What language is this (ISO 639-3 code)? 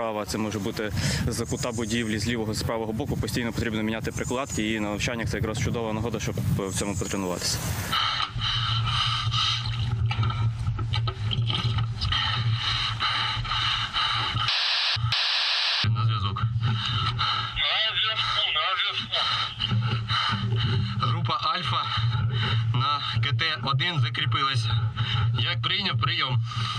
ukr